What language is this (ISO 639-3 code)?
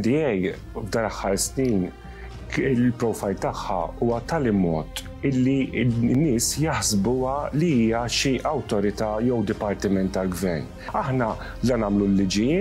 mlt